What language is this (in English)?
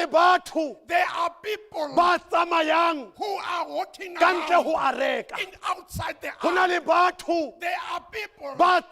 Southern Sotho